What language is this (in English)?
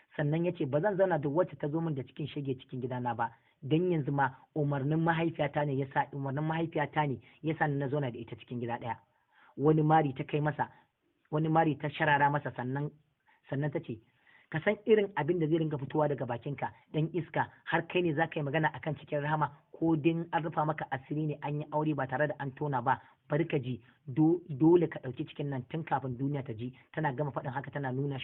Hausa